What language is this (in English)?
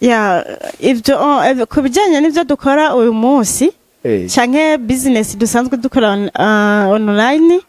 Rundi